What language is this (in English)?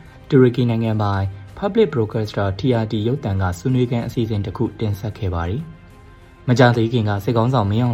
Burmese